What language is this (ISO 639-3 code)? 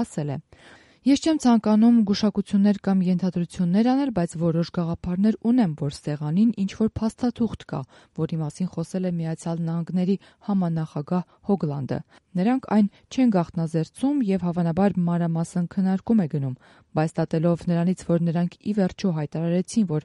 hye